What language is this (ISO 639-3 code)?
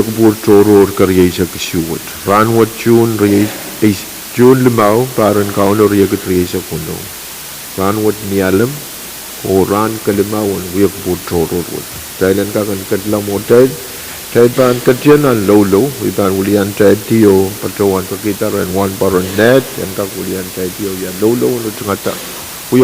pon